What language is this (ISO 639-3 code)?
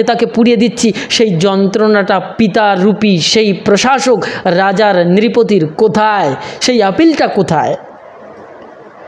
ben